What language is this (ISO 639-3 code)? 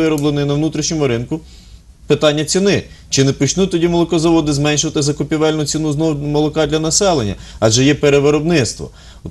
ukr